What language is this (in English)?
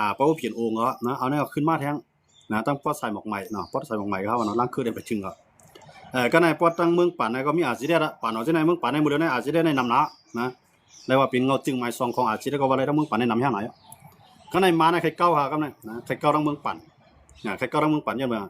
Shan